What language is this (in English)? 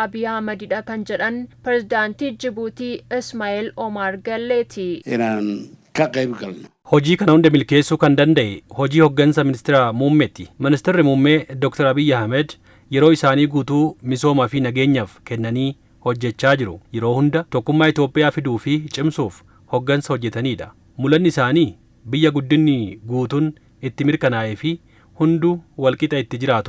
Oromo